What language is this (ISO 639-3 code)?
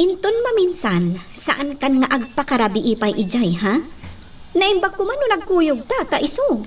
ilo